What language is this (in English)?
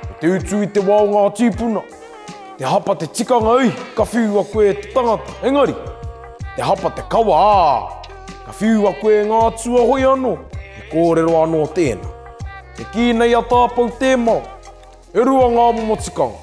Māori